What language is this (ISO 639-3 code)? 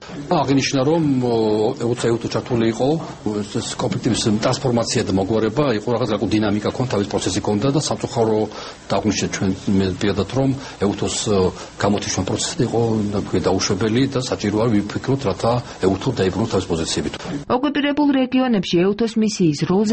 kat